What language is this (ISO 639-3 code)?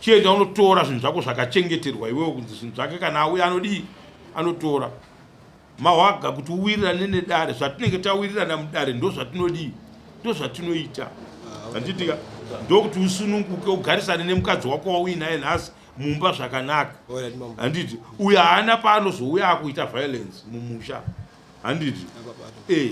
sna